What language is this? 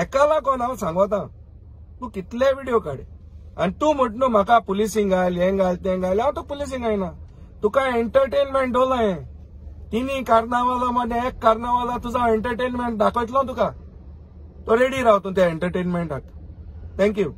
Konkani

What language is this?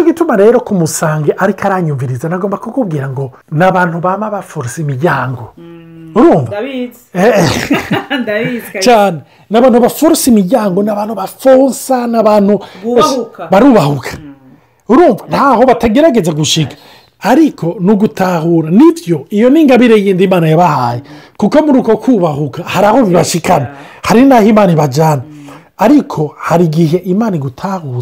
Rundi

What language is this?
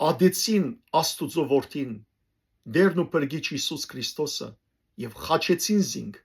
Western Armenian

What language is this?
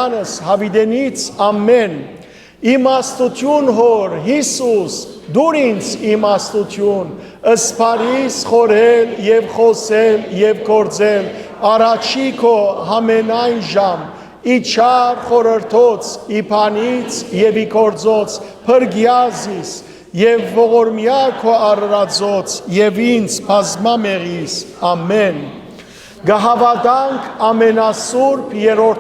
Western Armenian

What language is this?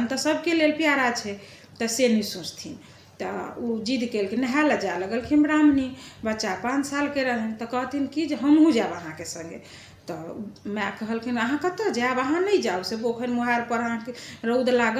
Maithili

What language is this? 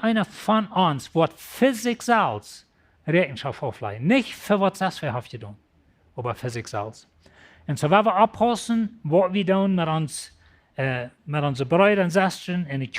Plautdietsch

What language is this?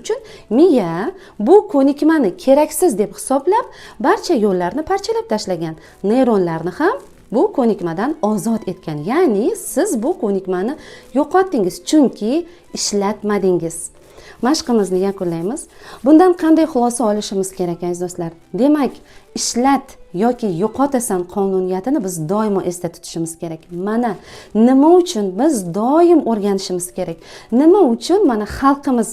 Uzbek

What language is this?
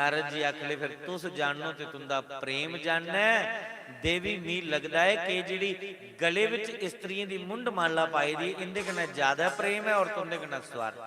Dogri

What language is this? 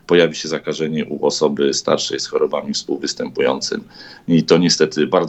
Polish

